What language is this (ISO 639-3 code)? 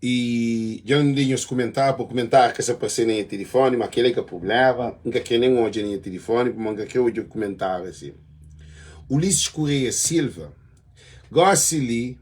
kea